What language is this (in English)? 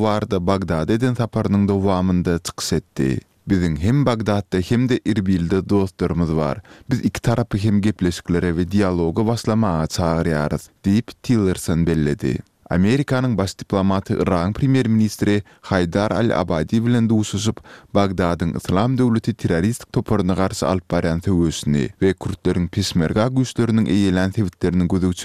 Turkmen